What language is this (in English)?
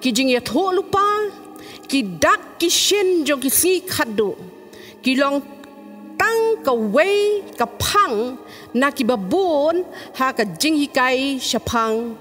Khasi